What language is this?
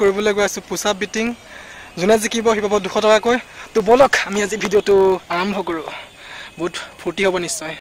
Assamese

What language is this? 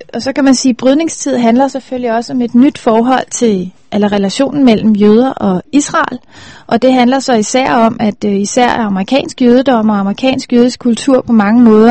Danish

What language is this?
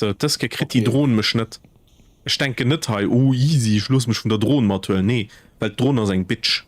Luxembourgish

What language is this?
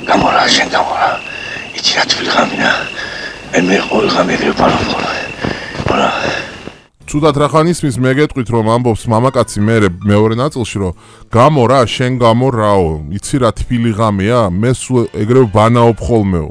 Georgian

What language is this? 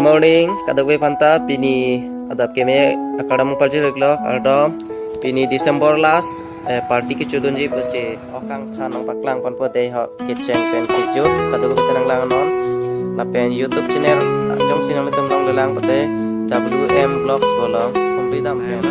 Karbi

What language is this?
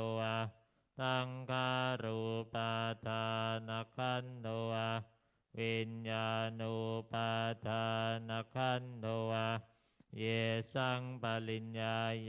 Pali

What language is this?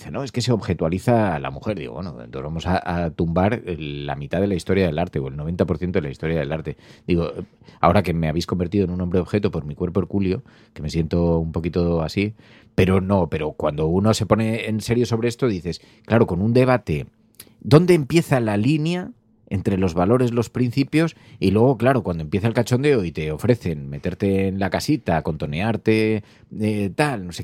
Spanish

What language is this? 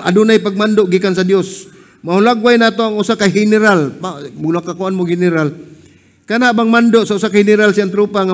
Cebuano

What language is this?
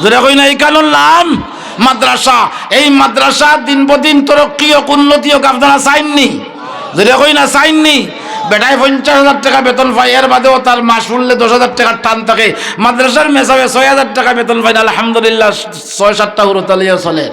Sylheti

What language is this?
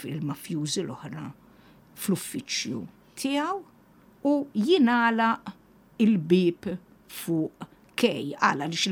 Maltese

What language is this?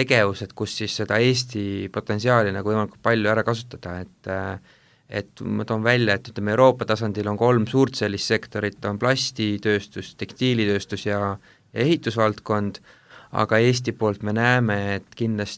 Estonian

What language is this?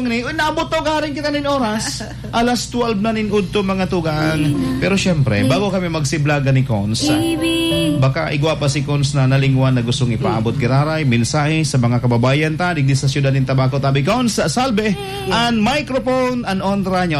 Bikol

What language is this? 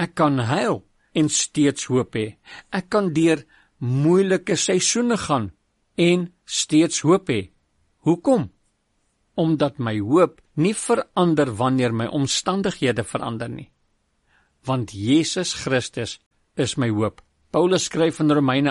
Afrikaans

